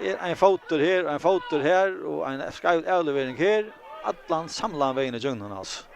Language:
Faroese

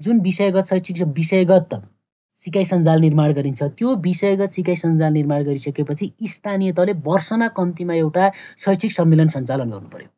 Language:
Nepali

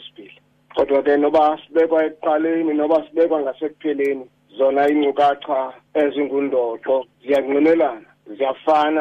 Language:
Xhosa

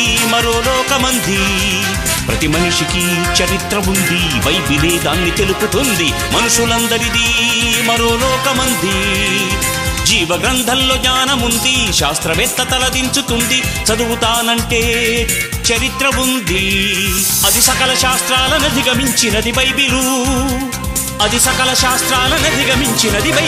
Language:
Telugu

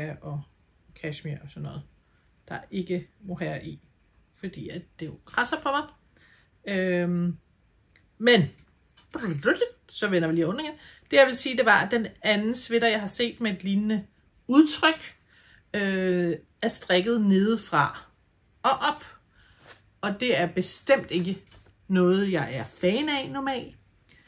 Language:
Danish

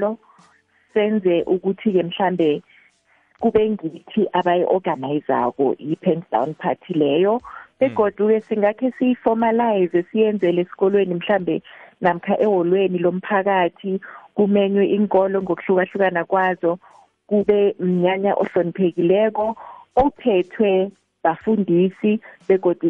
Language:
South Ndebele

